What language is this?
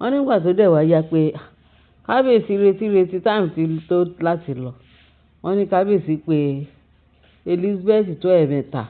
Yoruba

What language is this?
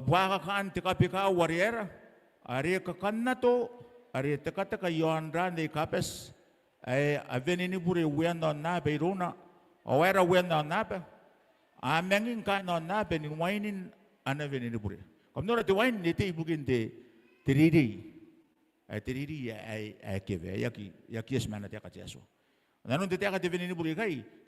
Gilbertese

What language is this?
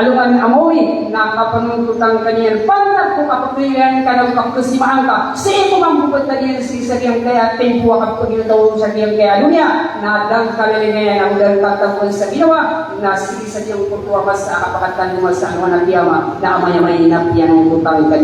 Maranao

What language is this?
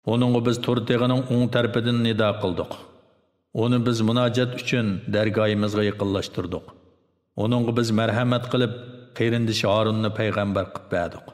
Uyghur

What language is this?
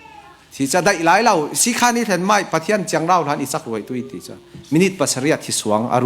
Falam Chin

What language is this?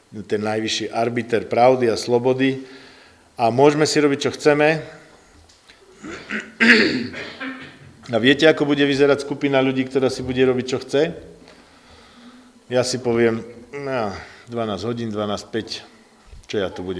Slovak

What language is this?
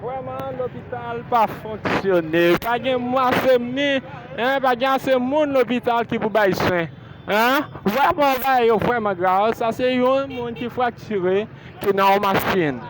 Haitian Creole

